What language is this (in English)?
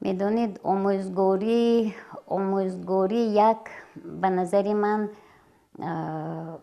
Tajik